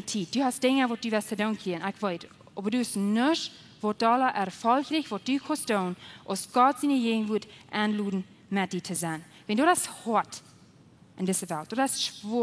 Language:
Plautdietsch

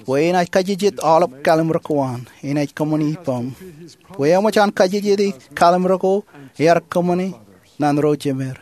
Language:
Marshallese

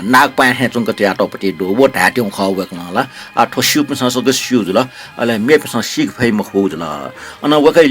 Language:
Newari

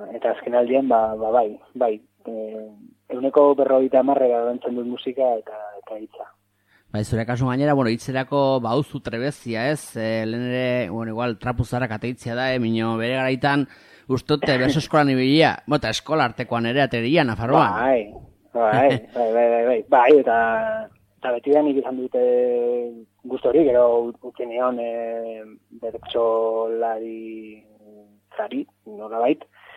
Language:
Basque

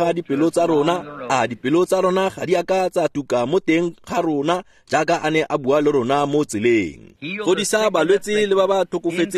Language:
Tswana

